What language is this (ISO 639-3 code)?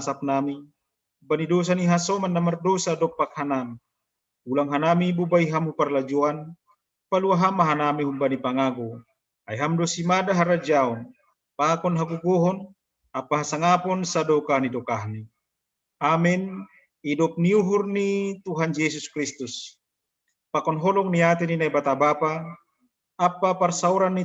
bts